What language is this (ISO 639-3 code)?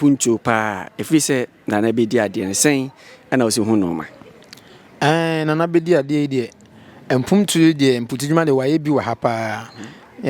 aka